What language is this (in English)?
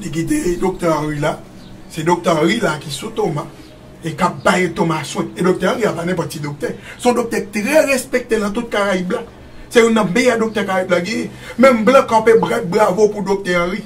Haitian Creole